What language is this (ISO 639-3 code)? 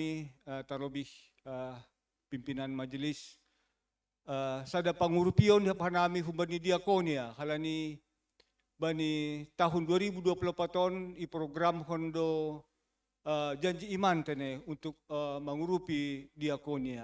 bts